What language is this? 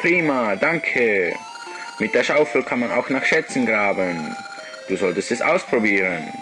Swiss German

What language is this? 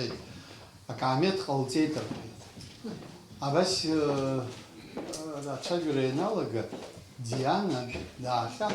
Abkhazian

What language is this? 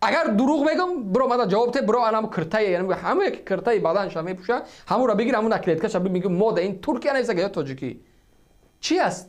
Tajik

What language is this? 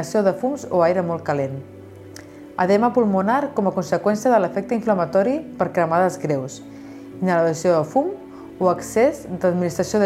Catalan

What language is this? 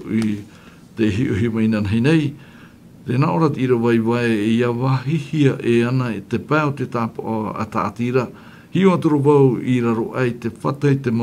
Tahitian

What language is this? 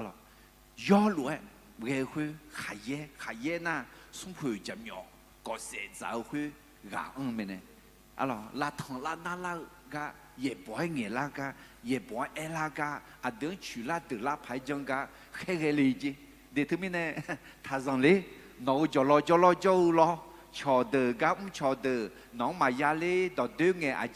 Akha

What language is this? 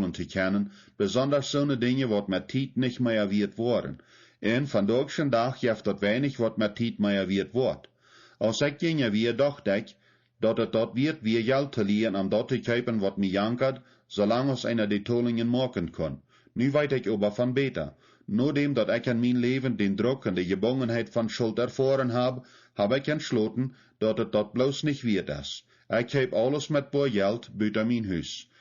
Plautdietsch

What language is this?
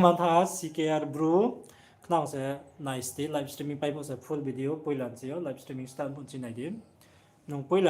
Riang (India)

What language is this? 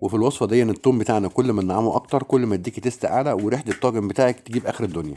Egyptian Arabic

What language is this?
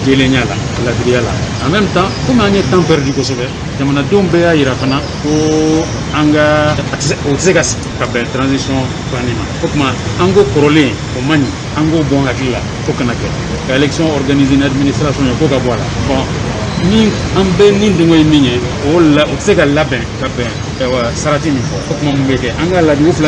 Bambara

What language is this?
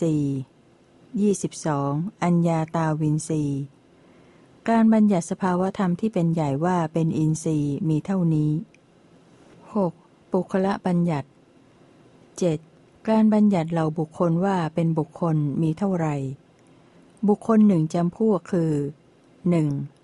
Thai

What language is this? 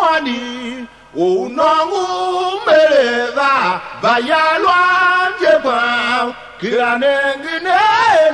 Tiv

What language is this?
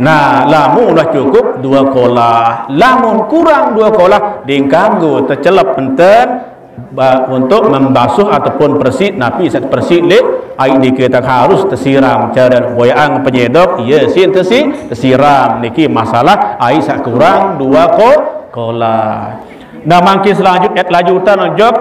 Sasak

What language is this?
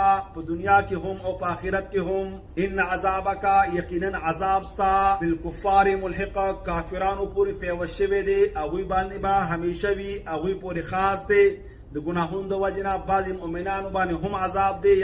Pashto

